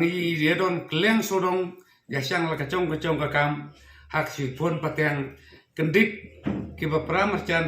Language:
Khasi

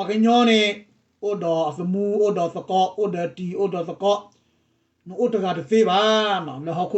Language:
S'gaw Karen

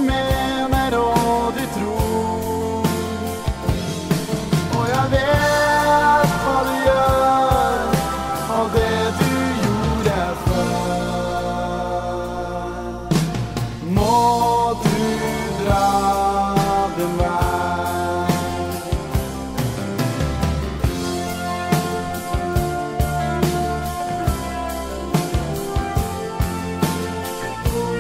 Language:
Norwegian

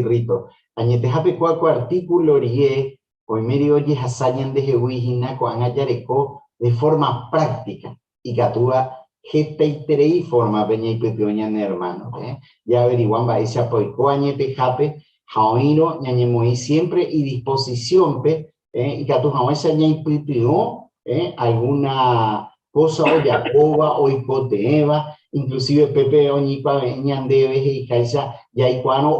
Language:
Guarani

